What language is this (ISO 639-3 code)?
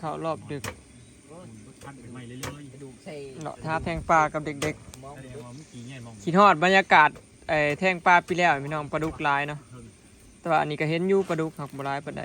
tts